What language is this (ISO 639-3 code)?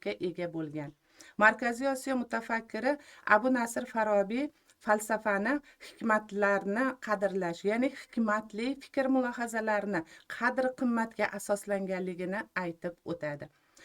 uzb